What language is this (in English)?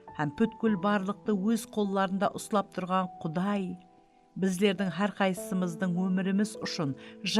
Kara-Kalpak